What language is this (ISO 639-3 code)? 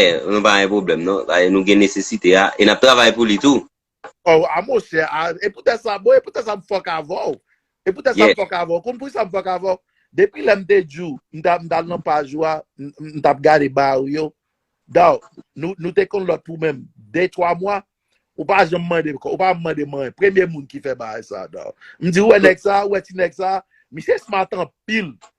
hat